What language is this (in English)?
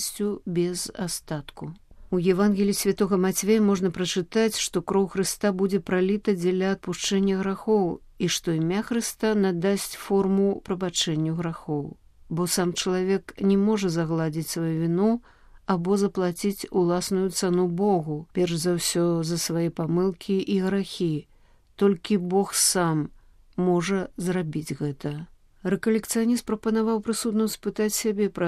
Belarusian